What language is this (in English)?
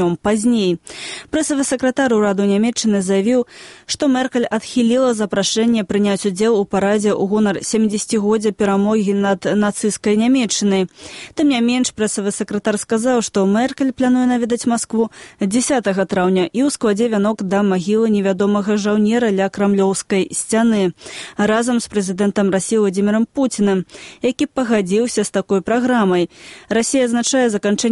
Belarusian